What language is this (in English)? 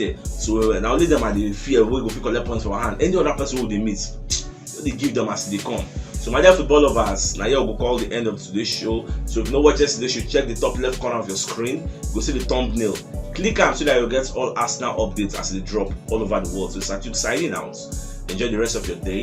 Nigerian Pidgin